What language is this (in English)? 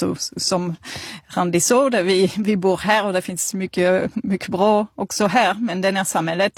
Swedish